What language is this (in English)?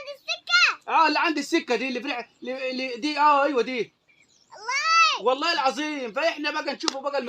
Egyptian Arabic